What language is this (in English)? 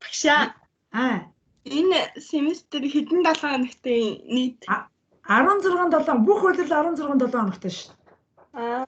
Mongolian